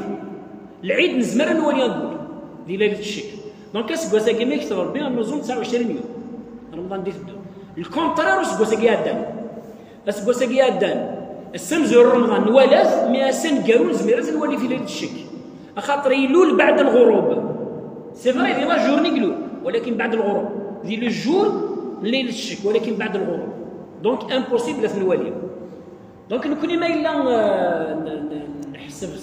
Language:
Kabyle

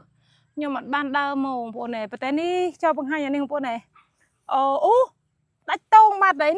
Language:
Khmer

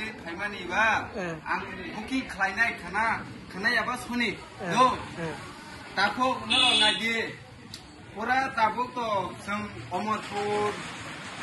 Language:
Kok Borok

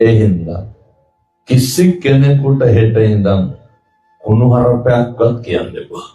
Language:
Sinhala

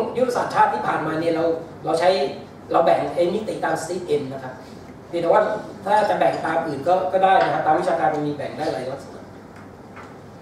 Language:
Thai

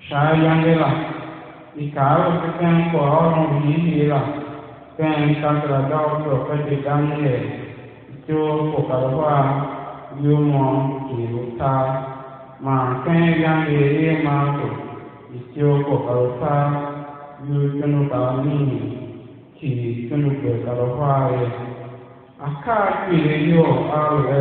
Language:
Tiv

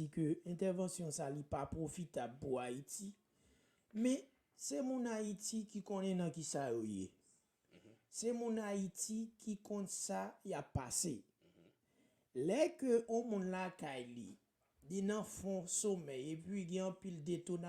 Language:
Haitian Creole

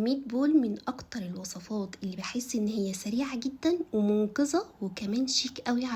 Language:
Egyptian Arabic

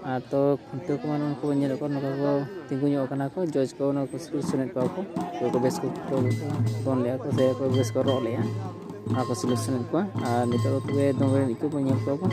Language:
Santali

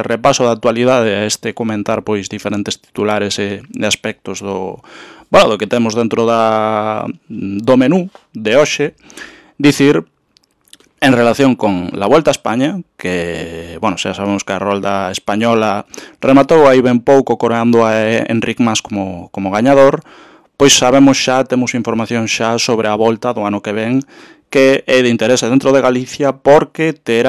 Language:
Galician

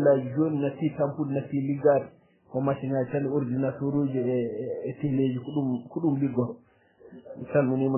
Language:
Fula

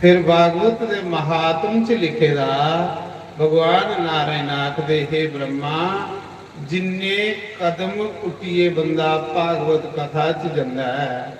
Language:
Dogri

